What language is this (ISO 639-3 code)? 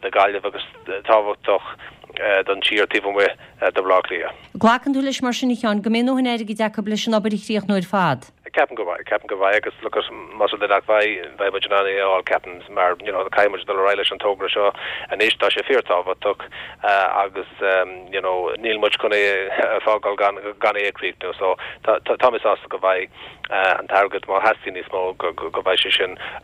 gle